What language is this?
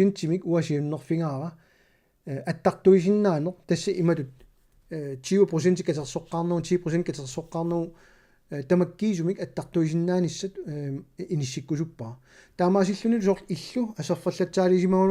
Kalaallisut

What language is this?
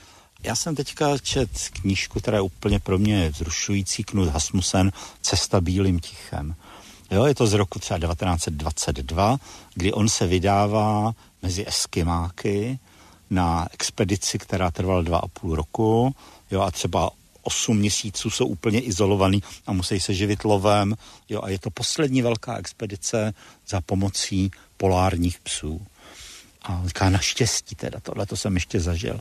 Czech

